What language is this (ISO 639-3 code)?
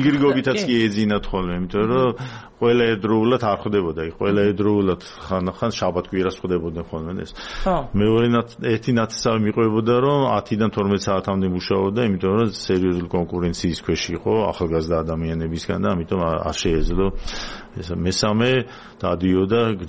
kat